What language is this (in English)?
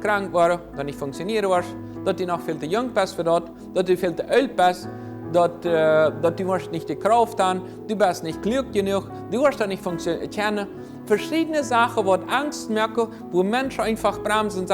Plautdietsch